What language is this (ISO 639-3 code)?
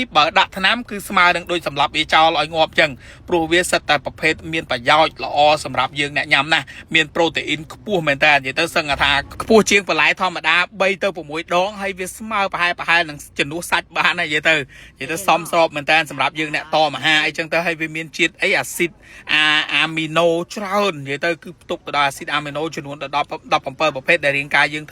khm